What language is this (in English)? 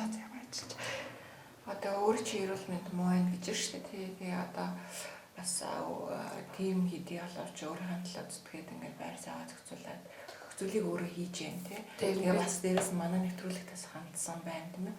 Mongolian